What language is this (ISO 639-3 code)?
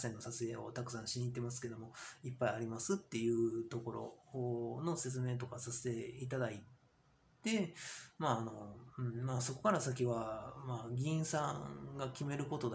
jpn